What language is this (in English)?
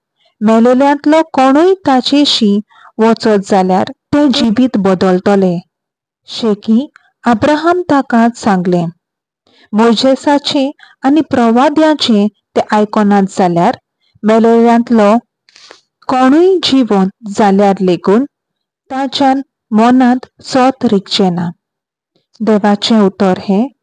Konkani